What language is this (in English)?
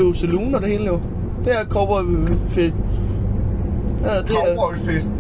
Danish